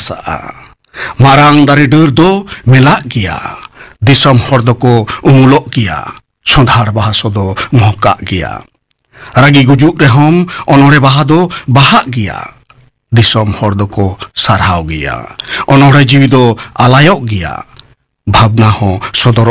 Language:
Santali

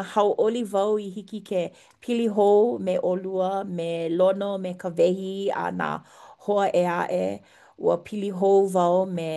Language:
Hawaiian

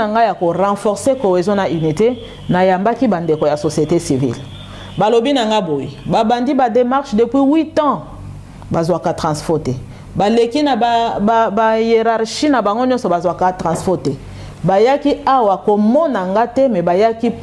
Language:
Lingala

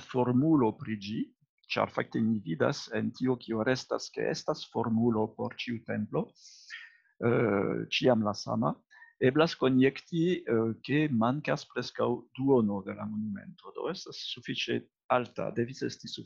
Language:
Esperanto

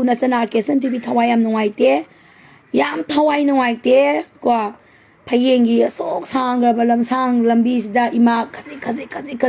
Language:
Manipuri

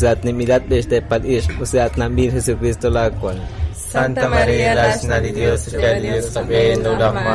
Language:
Kekchí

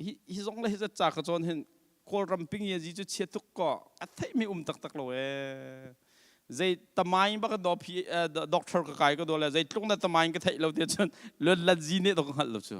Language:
Hakha Chin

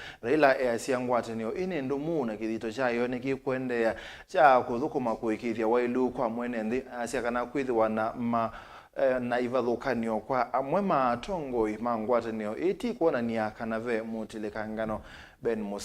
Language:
Kamba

